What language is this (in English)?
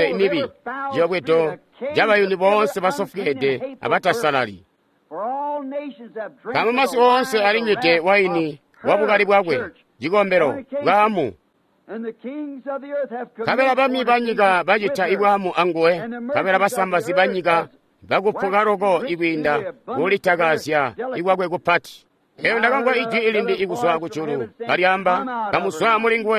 Tonga (Zambia)